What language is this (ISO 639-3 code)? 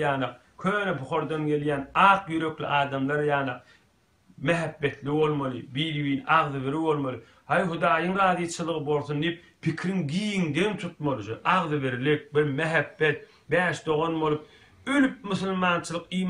tuk